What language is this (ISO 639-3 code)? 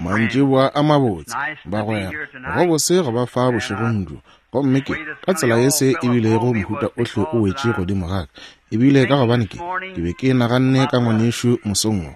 nso